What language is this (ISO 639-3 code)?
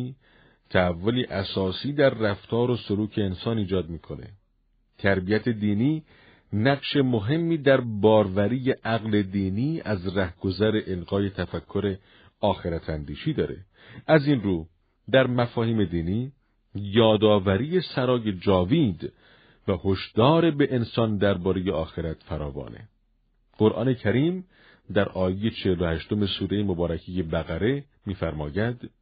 fas